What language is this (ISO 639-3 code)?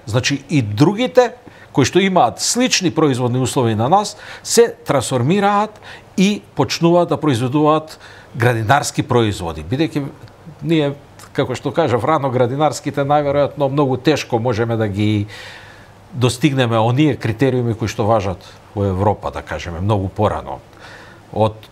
mkd